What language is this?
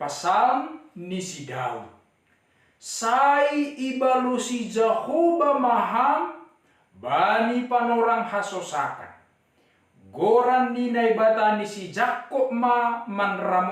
Batak Simalungun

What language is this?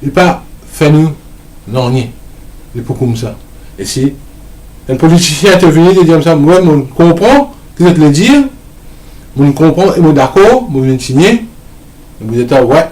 Morisyen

